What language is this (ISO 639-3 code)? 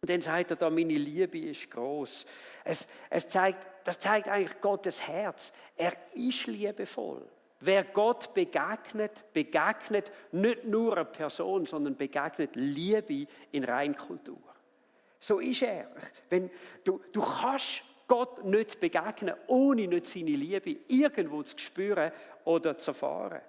gsw